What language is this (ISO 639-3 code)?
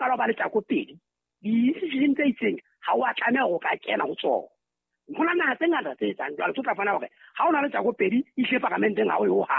sot